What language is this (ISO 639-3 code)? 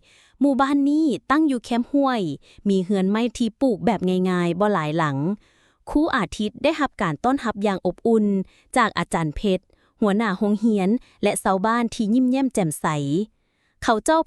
lao